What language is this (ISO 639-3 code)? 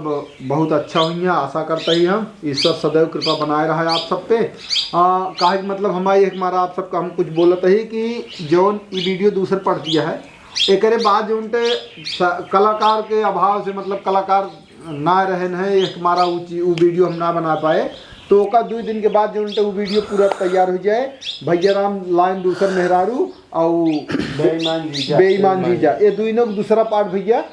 awa